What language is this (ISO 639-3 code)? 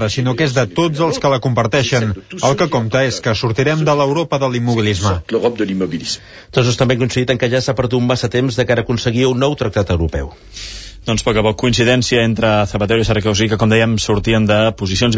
cat